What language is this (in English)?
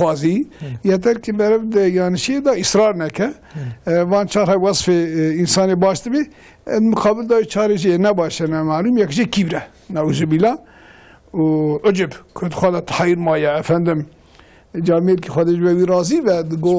Kurdish